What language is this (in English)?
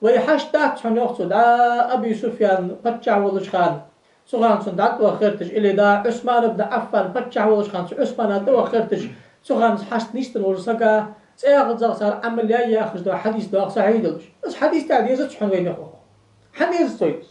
Ingush